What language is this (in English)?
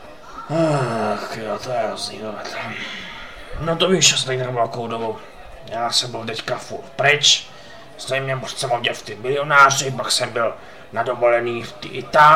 Czech